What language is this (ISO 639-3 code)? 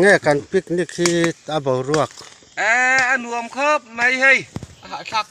lus